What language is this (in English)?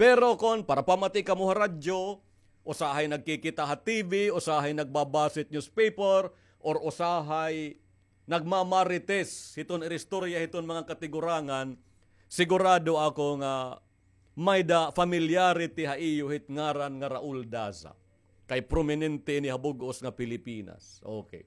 Waray